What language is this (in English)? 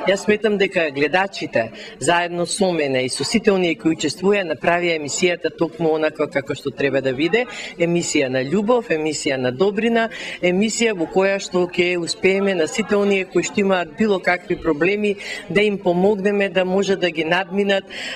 Macedonian